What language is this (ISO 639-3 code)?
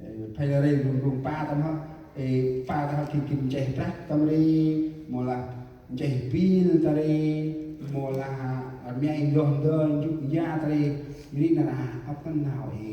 cmo